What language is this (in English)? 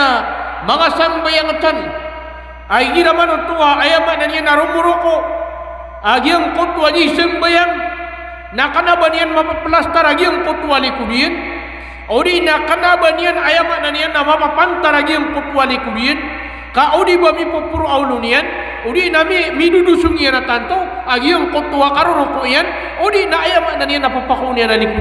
Maranao